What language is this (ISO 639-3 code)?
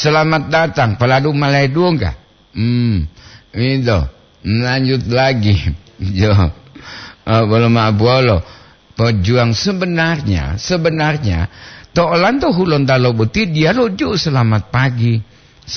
gor